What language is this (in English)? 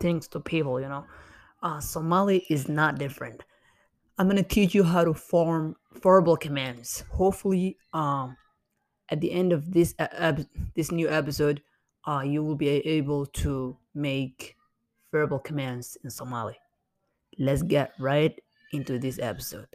English